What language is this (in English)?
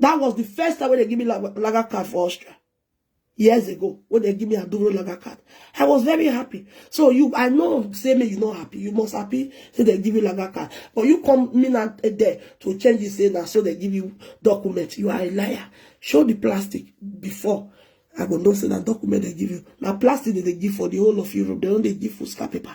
Nigerian Pidgin